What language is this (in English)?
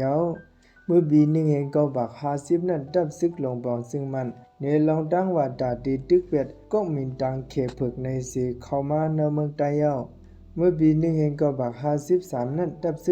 Shan